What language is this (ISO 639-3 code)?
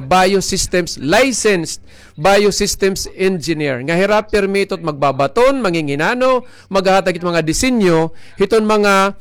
war